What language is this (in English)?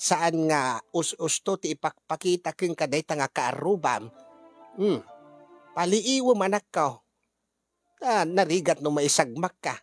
Iloko